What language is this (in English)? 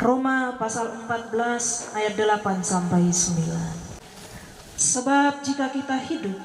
Toraja-Sa'dan